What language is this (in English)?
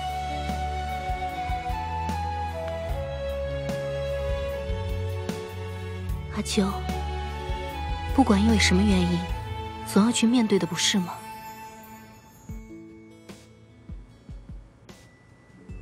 Chinese